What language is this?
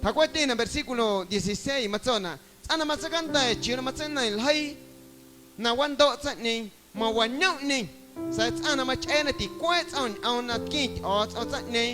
Guerrero Amuzgo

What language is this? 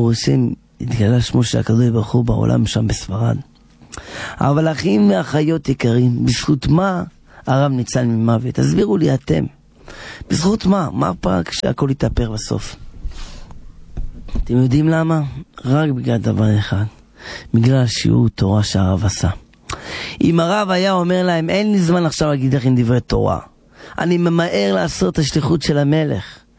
Hebrew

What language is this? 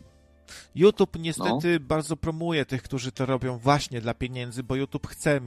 Polish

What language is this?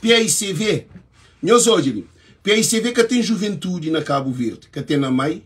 Kabuverdianu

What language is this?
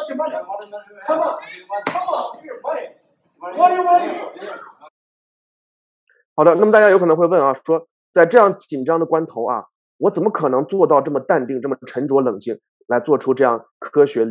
Chinese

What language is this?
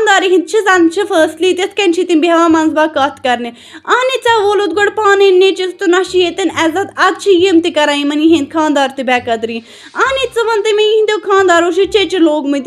Kashmiri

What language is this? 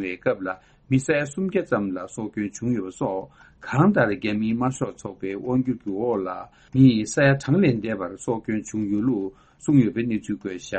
Tibetan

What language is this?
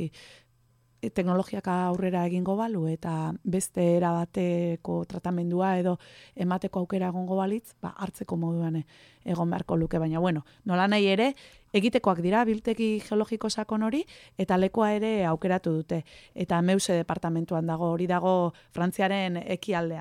Basque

